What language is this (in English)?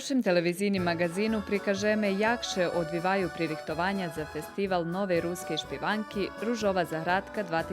Rusyn